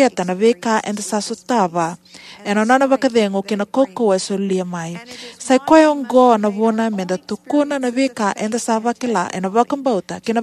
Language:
Fijian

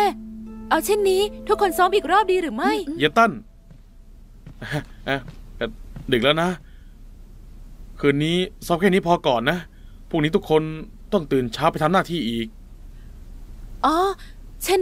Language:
Thai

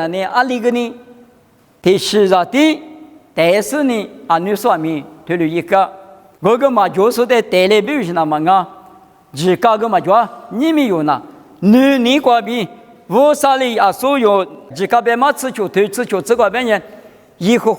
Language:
Lisu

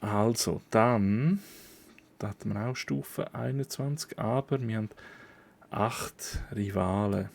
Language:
Swiss German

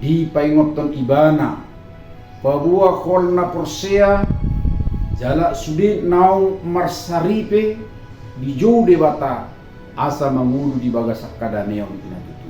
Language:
Batak Toba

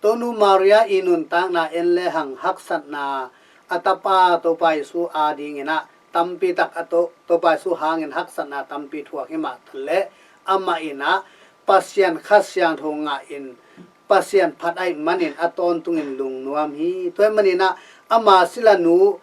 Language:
Tedim Chin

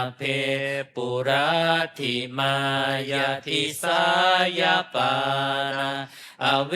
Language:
Pali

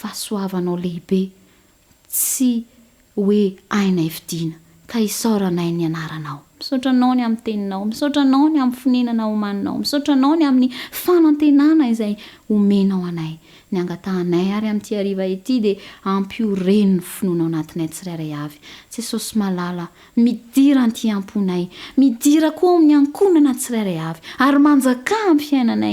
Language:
Malagasy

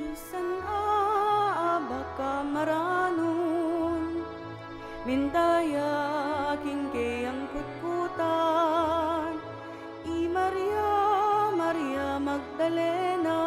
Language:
Pampanga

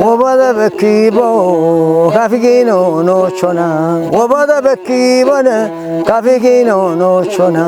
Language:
Kafa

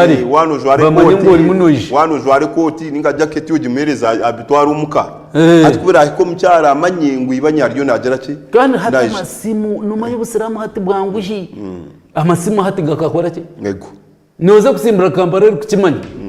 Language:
Nyankole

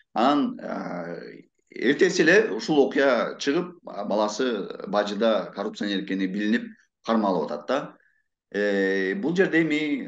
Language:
Kyrgyz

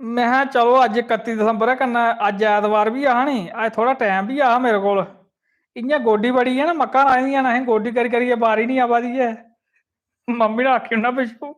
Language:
Dogri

